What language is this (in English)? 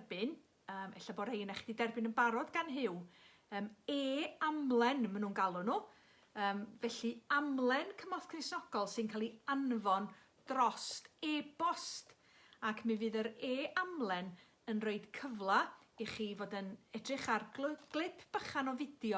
Welsh